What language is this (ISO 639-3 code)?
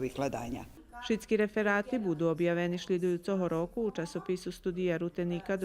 rue